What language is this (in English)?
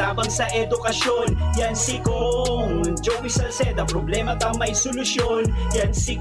Bikol